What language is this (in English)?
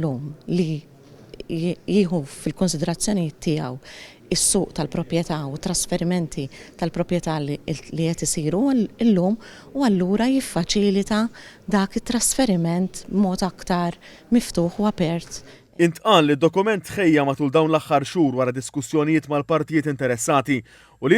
Maltese